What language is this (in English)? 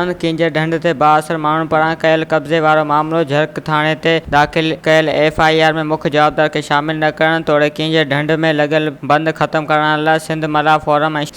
Sindhi